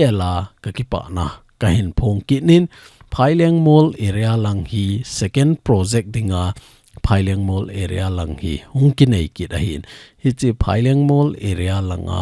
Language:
Thado Chin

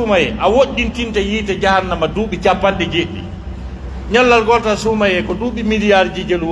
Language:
Pular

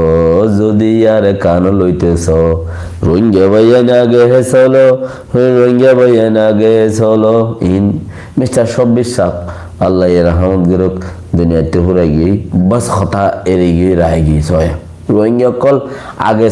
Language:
Rohingya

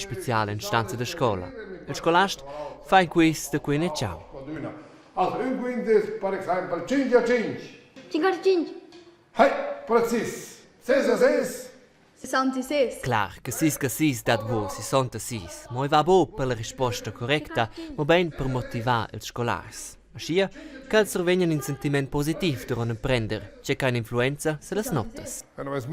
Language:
Romansh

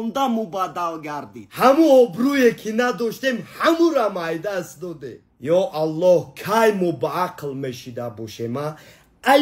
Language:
Tajik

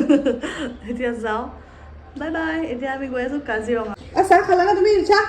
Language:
Assamese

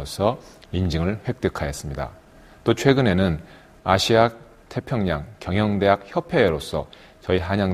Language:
Korean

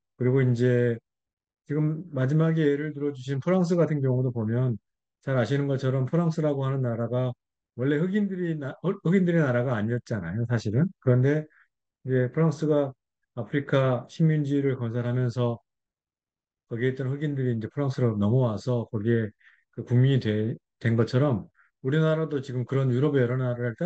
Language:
Korean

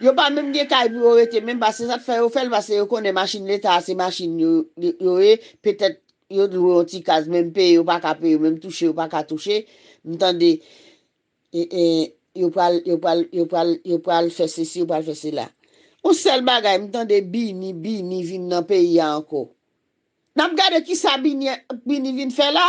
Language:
Haitian Creole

